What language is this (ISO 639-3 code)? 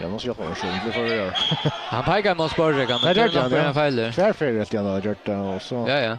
fao